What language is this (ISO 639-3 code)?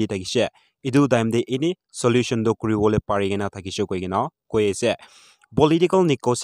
nag